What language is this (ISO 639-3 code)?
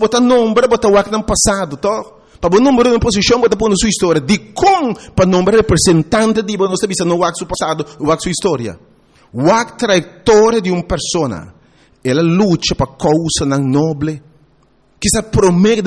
pap